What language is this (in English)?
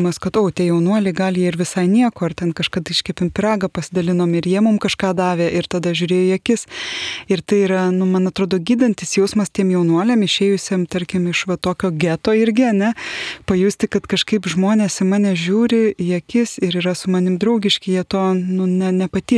Lithuanian